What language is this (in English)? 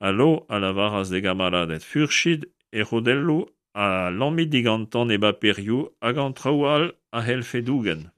Breton